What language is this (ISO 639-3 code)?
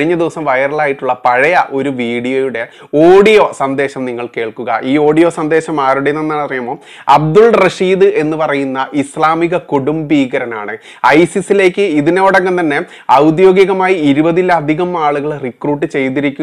mal